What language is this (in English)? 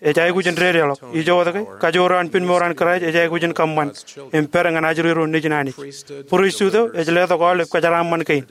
Marshallese